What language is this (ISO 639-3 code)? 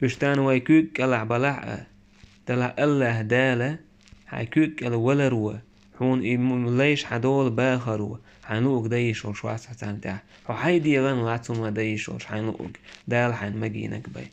che